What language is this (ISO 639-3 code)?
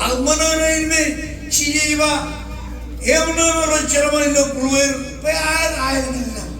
mah